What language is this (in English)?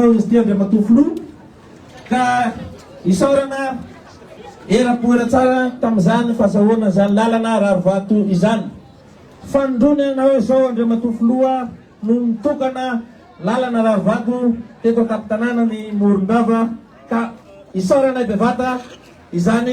Malagasy